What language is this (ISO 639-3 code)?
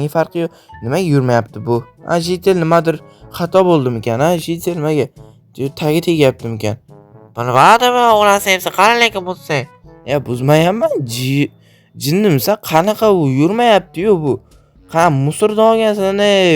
uzb